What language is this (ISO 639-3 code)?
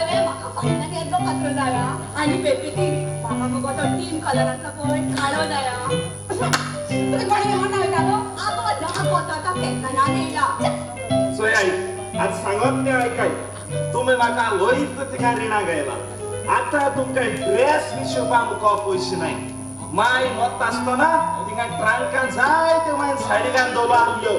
kok